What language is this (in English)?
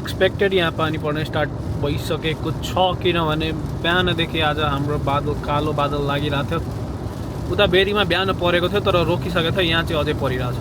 Nepali